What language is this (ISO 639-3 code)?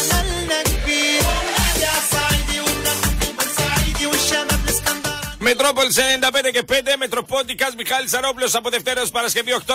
ell